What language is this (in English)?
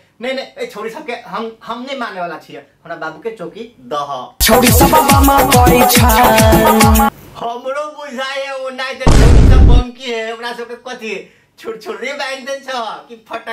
Maithili